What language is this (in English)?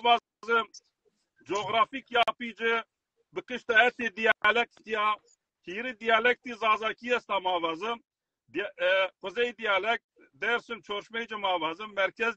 Zaza